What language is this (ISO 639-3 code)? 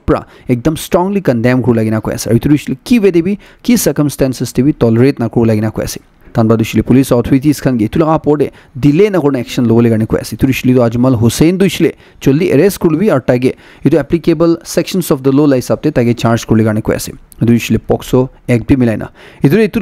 nag